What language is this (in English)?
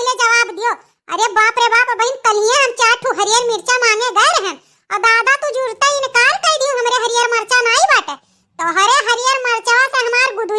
Awadhi